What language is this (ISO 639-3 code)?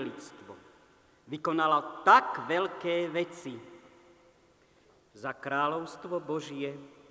slk